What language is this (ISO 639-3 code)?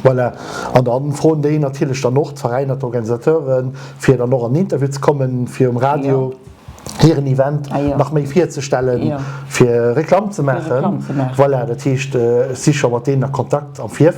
ltz